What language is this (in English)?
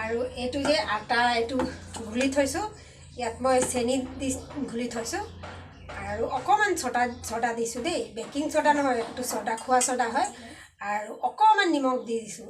Assamese